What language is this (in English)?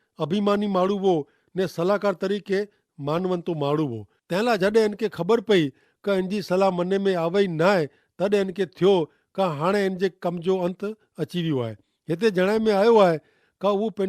Kachhi